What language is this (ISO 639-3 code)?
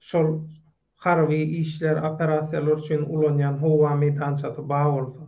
tuk